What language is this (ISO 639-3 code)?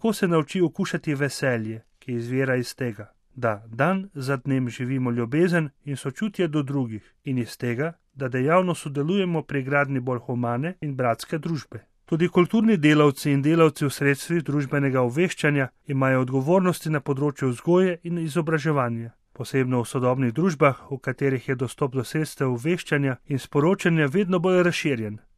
slv